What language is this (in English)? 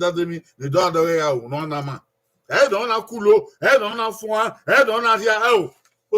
Bini